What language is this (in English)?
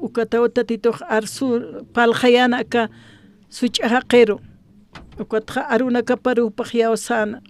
Aymara